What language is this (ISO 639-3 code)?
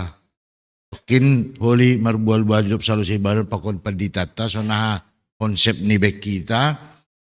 bts